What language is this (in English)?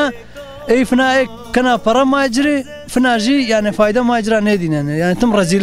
Zaza